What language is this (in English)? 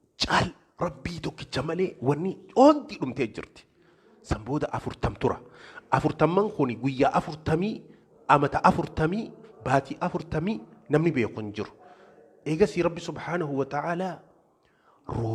Oromo